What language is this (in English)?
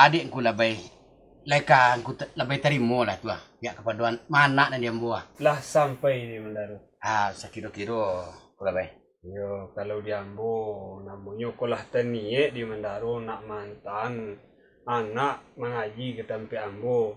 Minangkabau